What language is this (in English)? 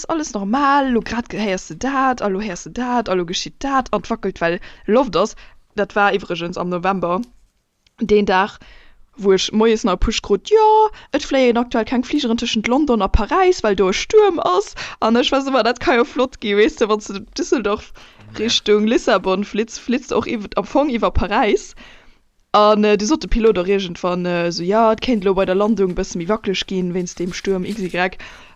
Luxembourgish